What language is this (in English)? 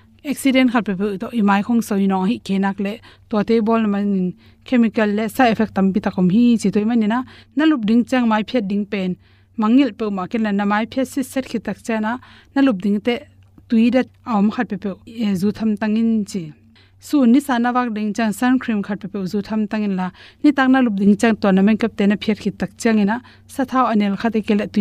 Tedim Chin